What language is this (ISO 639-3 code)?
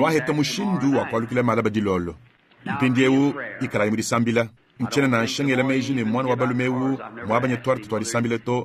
lua